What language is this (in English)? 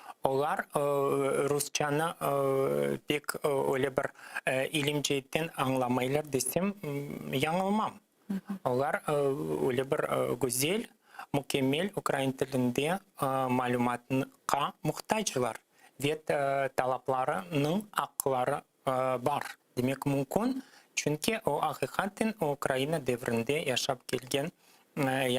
Crimean Tatar